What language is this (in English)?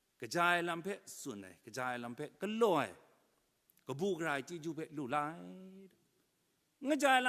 Kachin